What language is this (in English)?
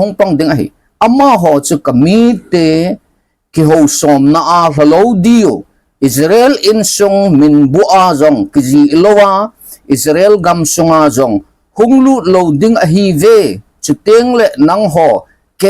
Thado Chin